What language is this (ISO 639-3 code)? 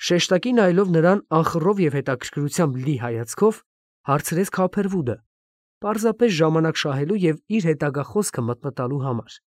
hye